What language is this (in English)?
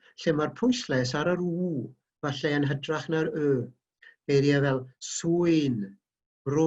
Welsh